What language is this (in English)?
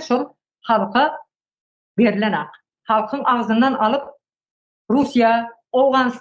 Turkmen